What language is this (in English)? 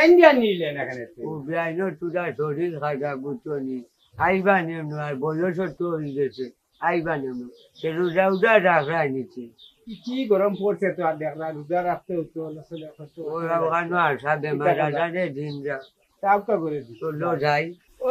Sylheti